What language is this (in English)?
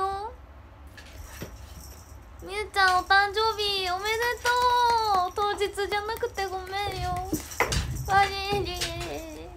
Japanese